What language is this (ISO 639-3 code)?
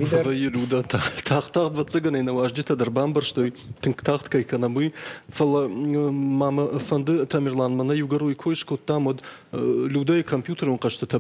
oss